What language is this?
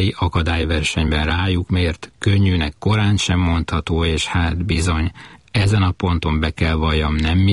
Hungarian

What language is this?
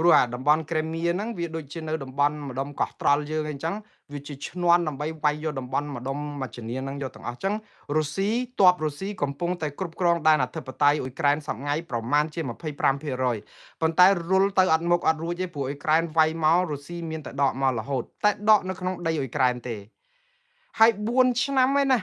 Khmer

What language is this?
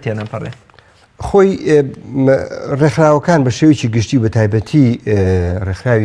Central Kurdish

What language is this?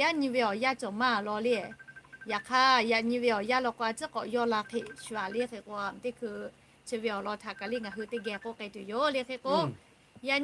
Lahu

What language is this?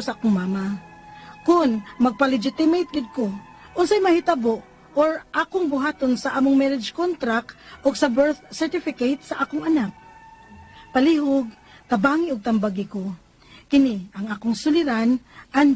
Cebuano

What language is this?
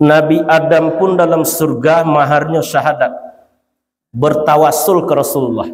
Minangkabau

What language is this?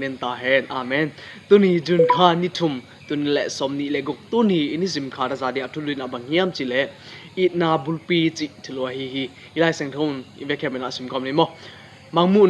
Tedim Chin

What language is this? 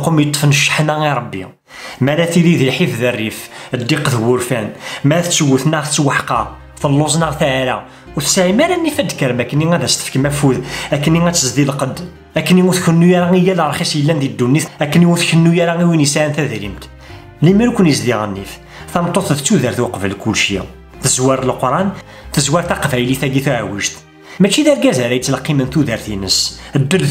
Kabyle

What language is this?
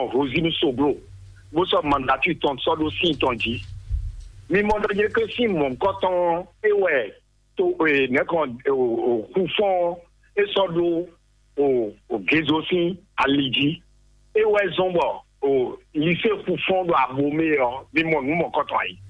Fon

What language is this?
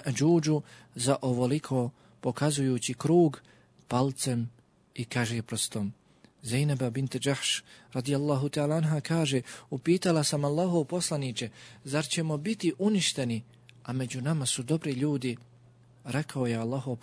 Bosnian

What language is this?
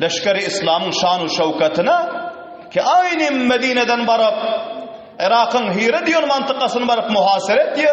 Turkmen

